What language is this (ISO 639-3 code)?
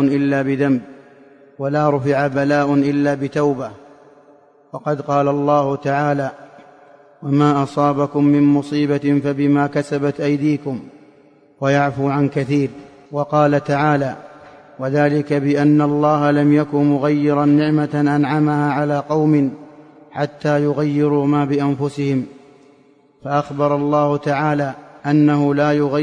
ara